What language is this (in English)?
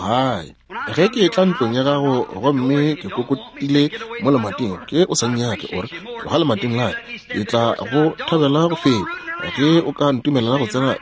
Northern Sotho